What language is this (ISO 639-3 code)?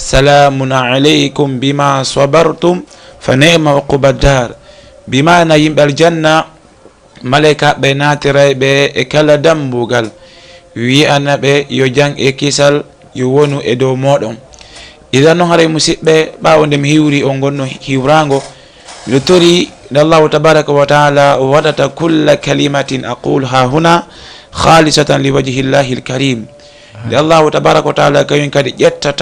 ful